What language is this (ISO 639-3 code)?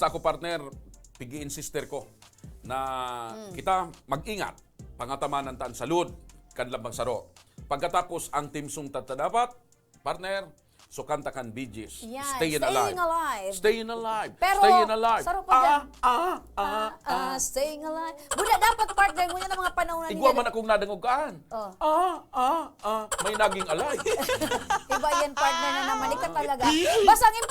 bik